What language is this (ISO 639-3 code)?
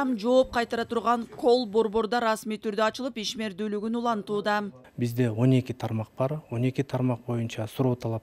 kir